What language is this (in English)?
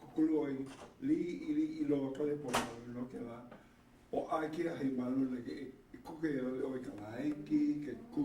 Hawaiian